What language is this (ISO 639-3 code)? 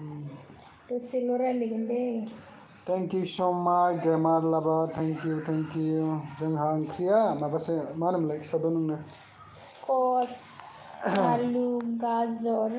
brx